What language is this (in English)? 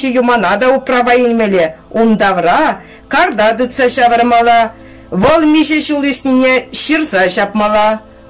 Chuvash